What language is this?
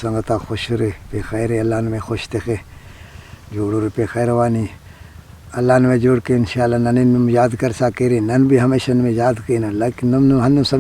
Brahui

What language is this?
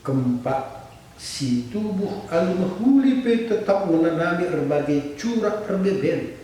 Batak Karo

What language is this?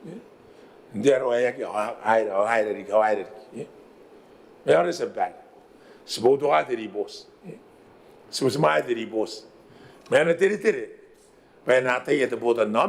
Gilbertese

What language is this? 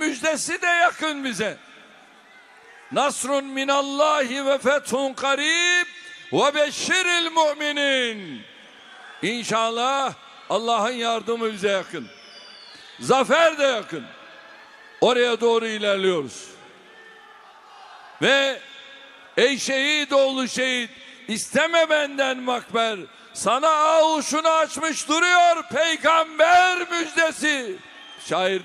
Turkish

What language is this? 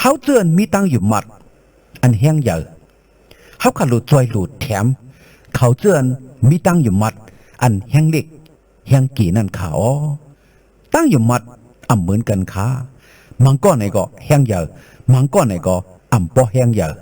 Shan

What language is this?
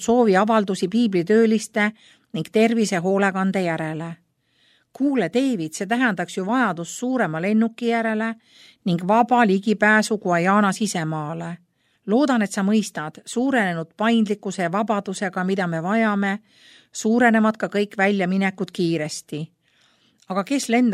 Estonian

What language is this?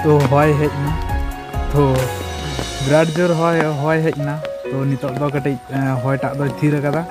Santali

